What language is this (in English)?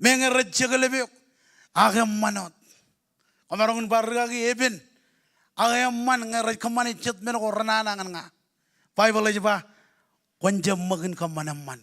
Marshallese